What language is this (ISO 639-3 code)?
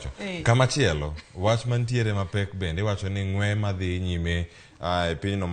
luo